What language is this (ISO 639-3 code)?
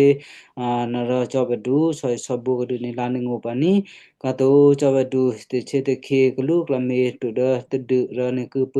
kyu